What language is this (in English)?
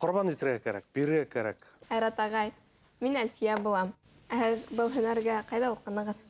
Bashkir